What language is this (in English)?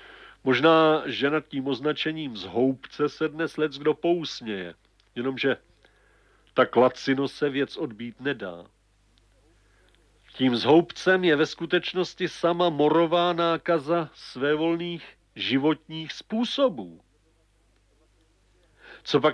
Czech